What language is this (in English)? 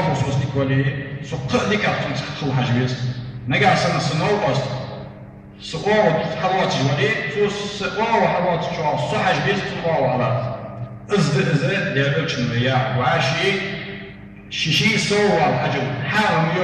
Ingush